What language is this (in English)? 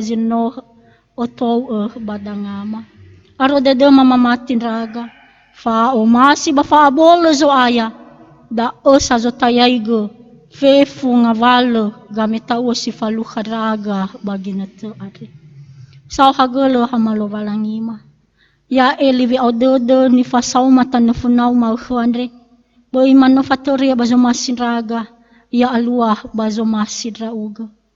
Nias